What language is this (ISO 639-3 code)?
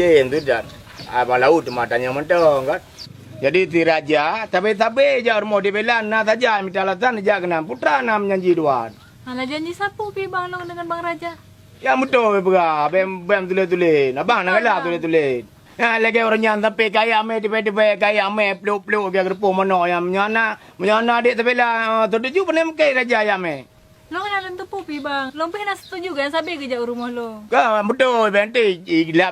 ace